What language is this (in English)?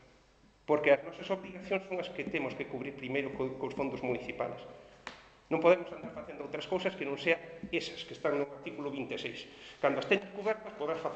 Galician